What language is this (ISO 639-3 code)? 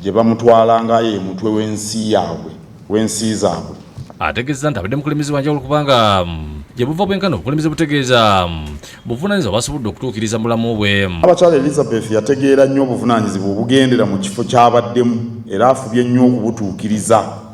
lug